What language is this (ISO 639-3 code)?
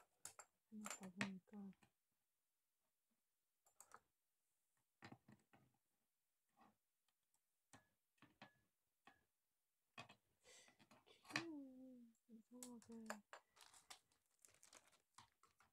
kor